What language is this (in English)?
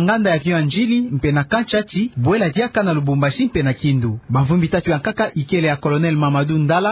Kituba (Democratic Republic of Congo)